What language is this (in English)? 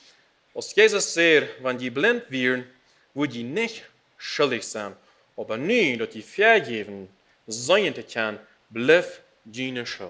Plautdietsch